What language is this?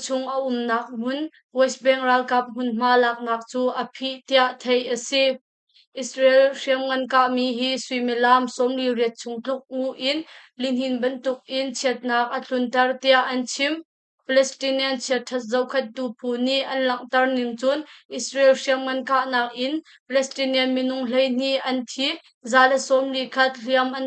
Hakha Chin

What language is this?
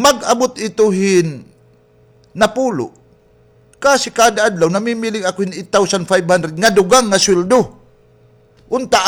Waray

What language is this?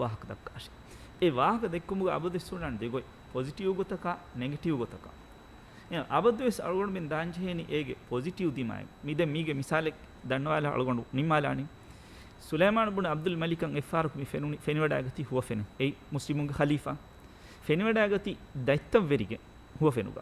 Divehi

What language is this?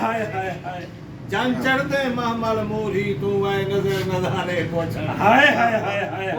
Saraiki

